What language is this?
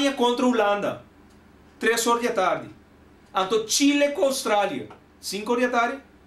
Papiamento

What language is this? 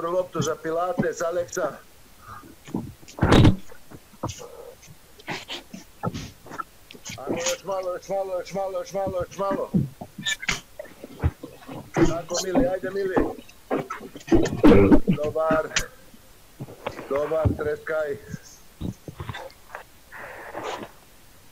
Serbian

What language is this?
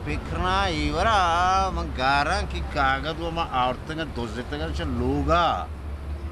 Eastern Balochi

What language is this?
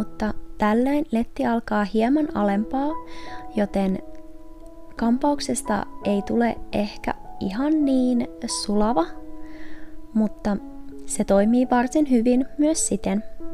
Finnish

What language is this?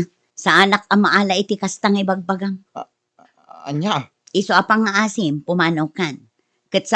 Iloko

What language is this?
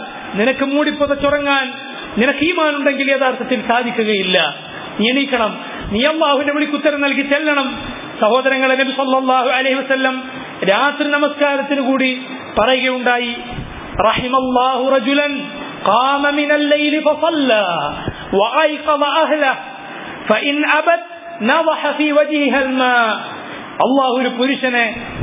Malayalam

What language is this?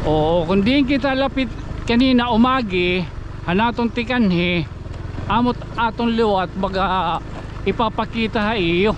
Waray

